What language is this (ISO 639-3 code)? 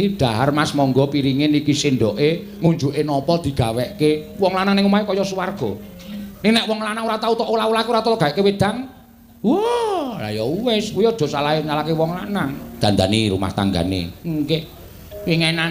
jav